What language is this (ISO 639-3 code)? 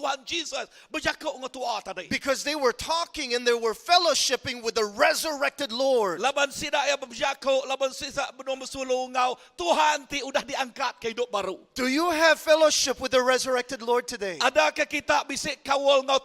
iba